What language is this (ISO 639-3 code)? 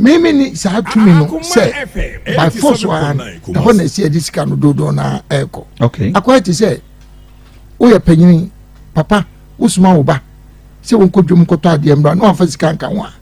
aka